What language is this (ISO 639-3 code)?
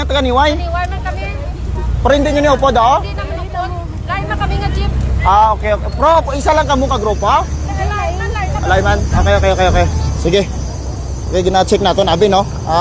hil